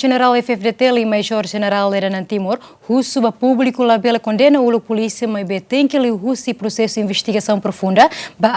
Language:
Tetum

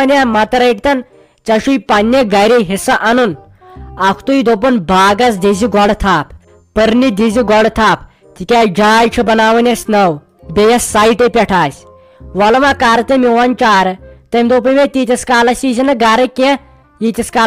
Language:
Kashmiri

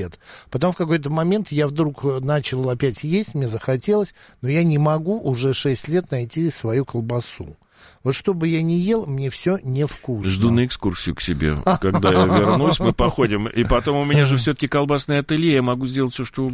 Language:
Russian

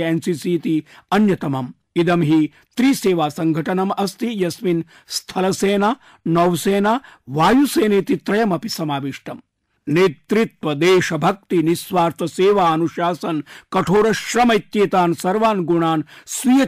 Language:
Sanskrit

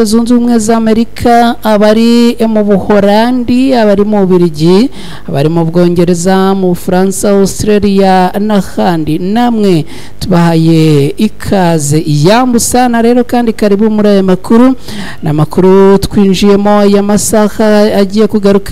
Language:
Kinyarwanda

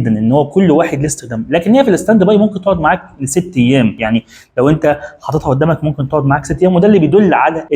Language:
Egyptian Arabic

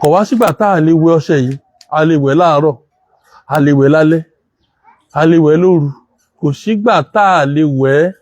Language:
Yoruba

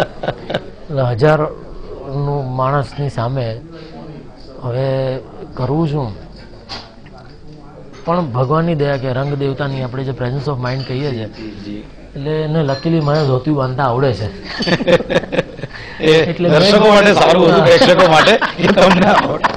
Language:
Gujarati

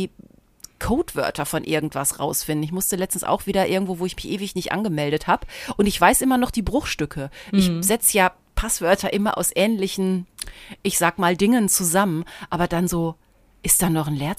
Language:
German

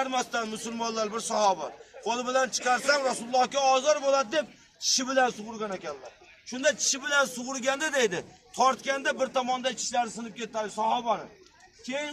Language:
Uzbek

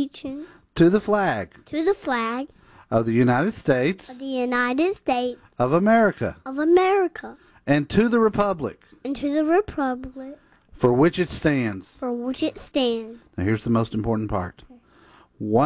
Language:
English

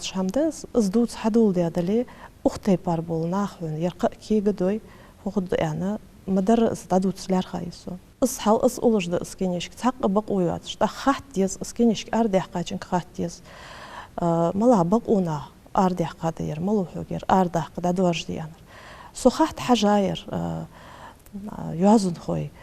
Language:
Ingush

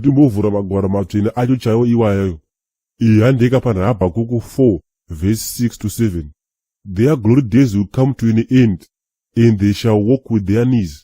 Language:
Shona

